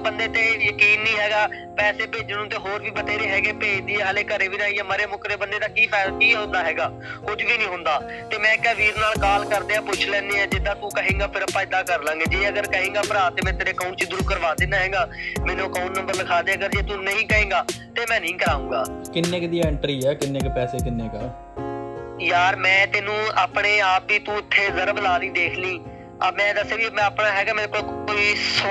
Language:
Punjabi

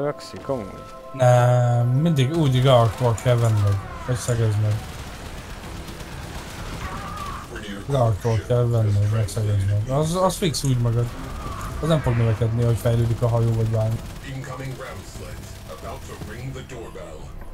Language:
Hungarian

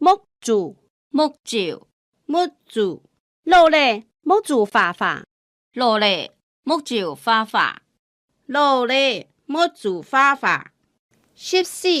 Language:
Hakka Chinese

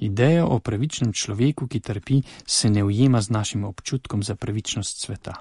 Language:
Slovenian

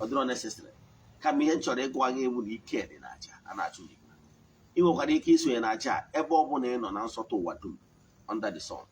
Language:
Igbo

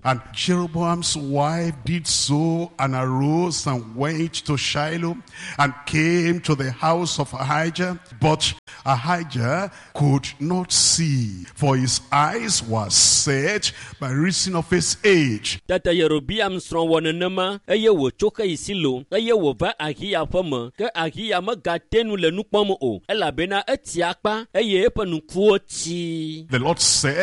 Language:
Ewe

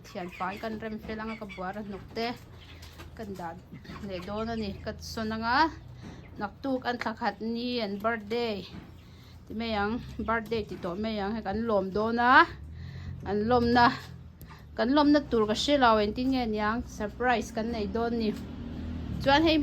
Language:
Mizo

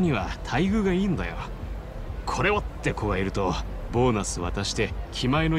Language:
Japanese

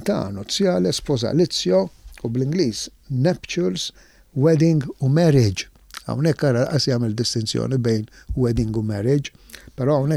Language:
Maltese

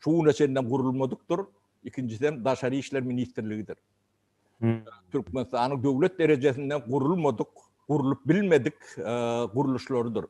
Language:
Turkmen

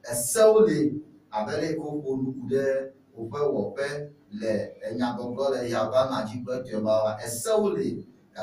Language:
Ewe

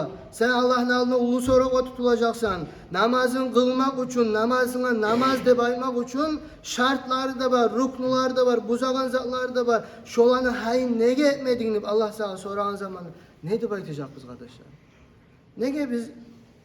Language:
Kumyk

